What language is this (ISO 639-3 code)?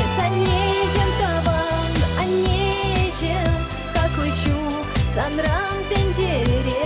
chv